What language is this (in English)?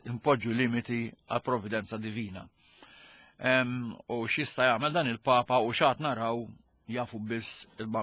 Maltese